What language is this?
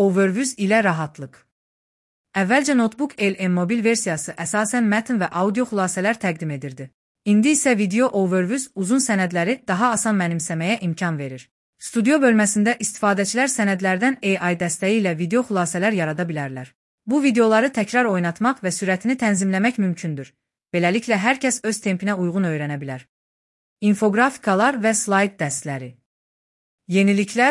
Azerbaijani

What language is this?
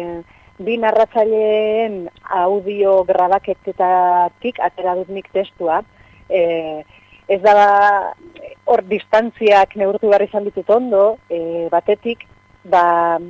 Basque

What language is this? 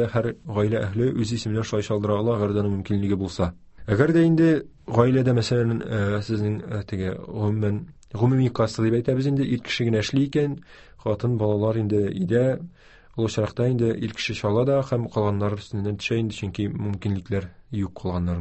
Tatar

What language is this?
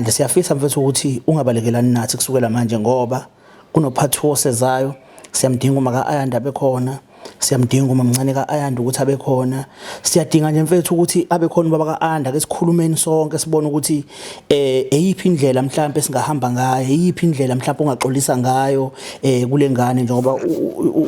Zulu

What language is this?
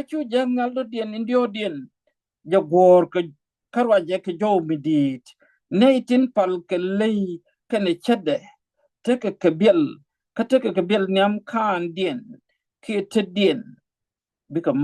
Nuer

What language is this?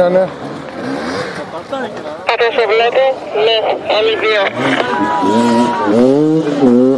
Greek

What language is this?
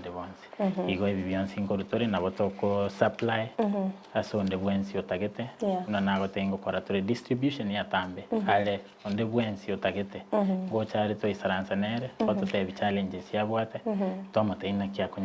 Gusii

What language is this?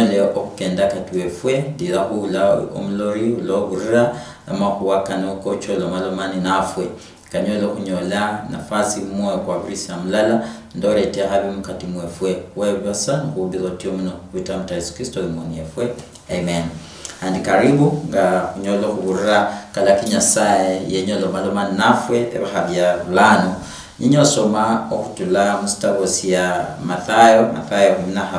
Luyia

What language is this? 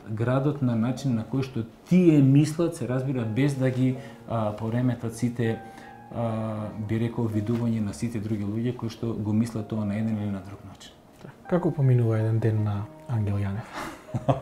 Macedonian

